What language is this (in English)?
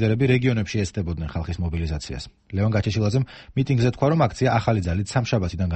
Georgian